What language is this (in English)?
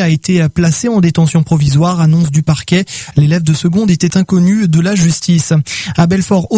French